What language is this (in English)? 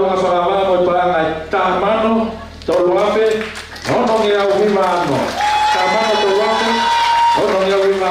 Tongan